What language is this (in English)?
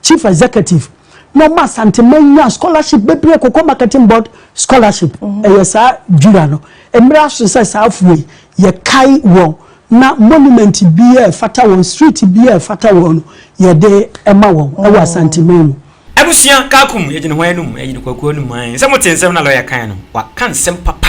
Akan